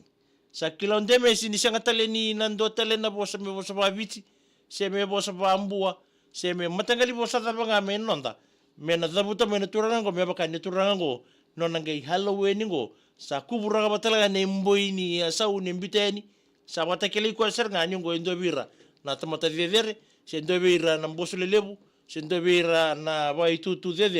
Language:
Fijian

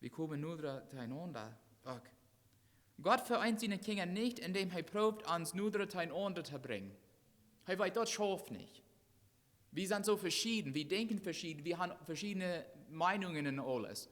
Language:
Plautdietsch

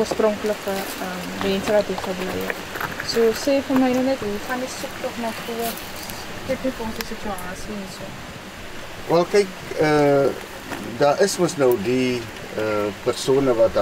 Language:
Afrikaans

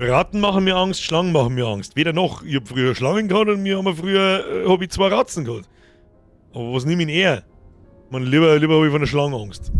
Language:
Bavarian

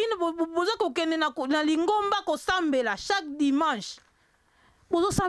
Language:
Lingala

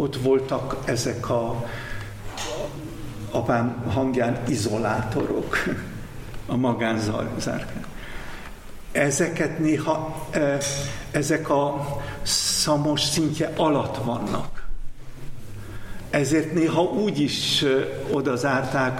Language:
Hungarian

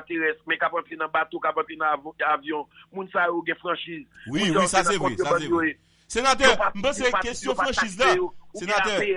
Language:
Haitian Creole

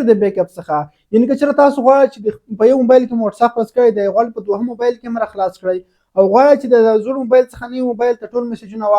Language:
Pashto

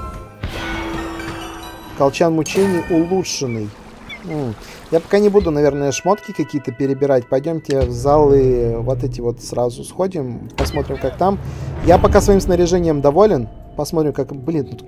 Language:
Russian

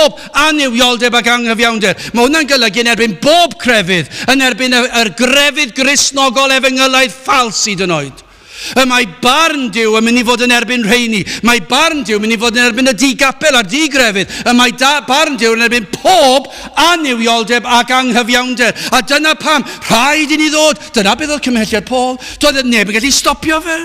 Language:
Welsh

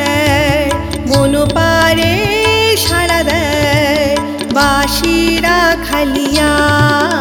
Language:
Bangla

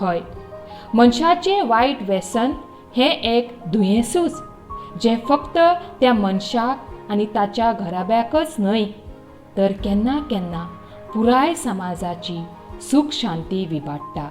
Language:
Konkani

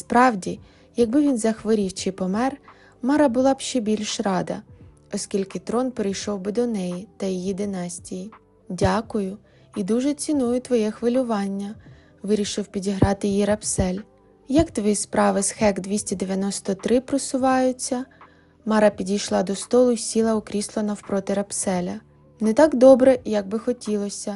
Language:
Ukrainian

